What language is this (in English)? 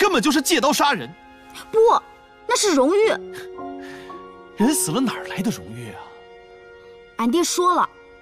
Chinese